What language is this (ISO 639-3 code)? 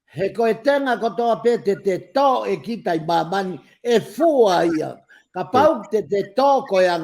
ton